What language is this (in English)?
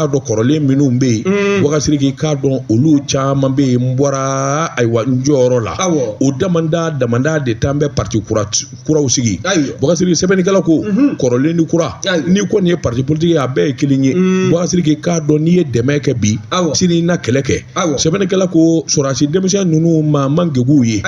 Bambara